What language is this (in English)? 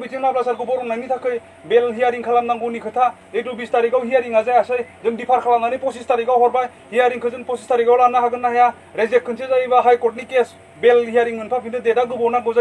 Bodo